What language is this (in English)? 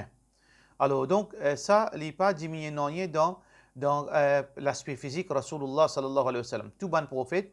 Morisyen